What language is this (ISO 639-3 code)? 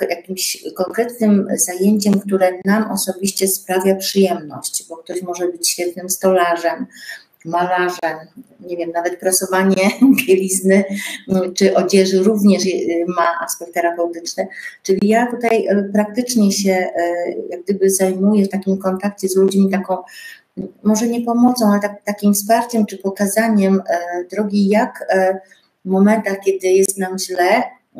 pol